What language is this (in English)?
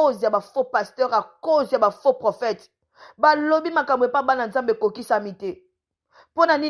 Lingala